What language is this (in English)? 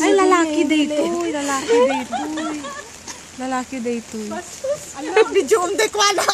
Iloko